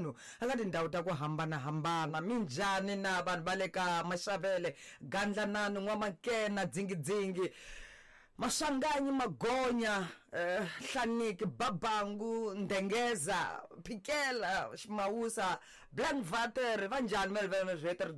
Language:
Tsonga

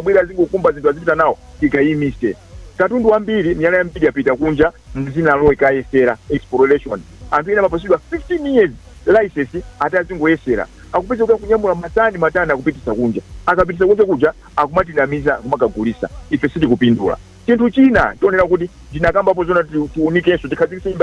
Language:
Nyanja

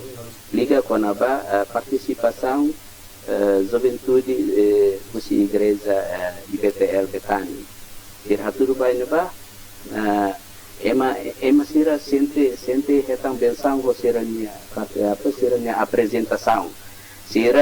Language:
Tetum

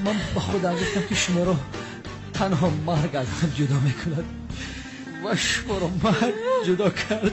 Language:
Tajik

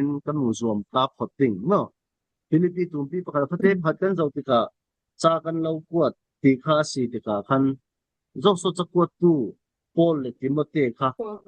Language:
Falam Chin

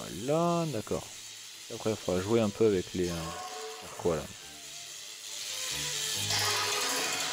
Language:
French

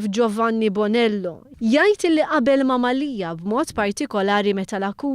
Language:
Maltese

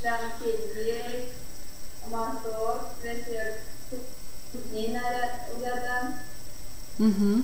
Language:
Erzya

